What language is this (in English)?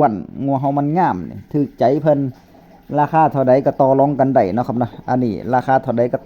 Northeastern Thai